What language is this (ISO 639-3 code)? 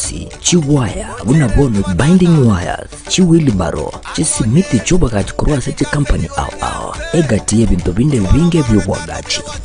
guz